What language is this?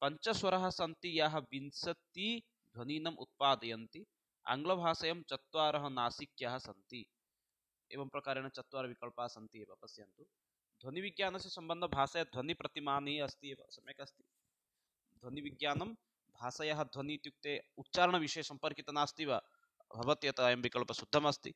Sanskrit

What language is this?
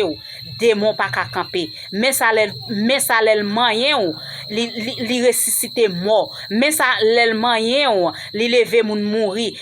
Haitian Creole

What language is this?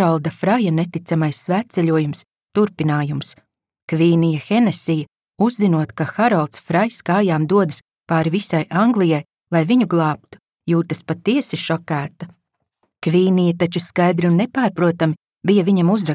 Latvian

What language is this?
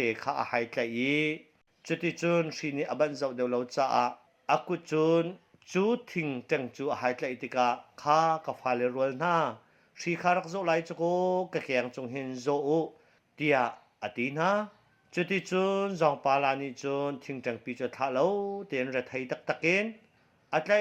Hakha Chin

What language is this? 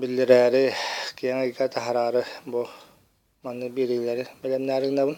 Yakut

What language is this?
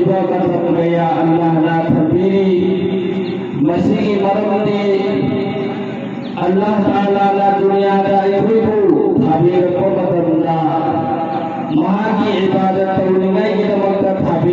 Manipuri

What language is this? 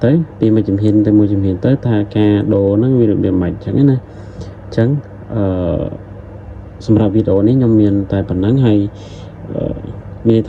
Khmer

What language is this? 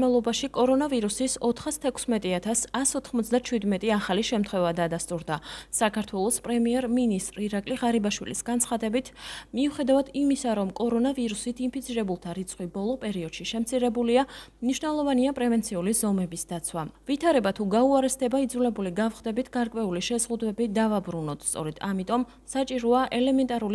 Georgian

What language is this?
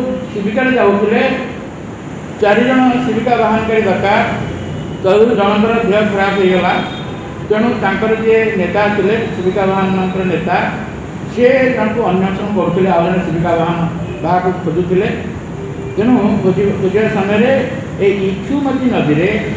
Odia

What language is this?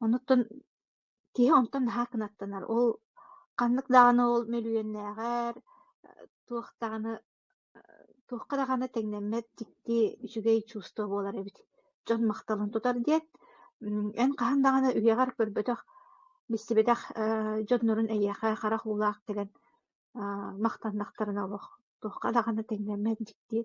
Yakut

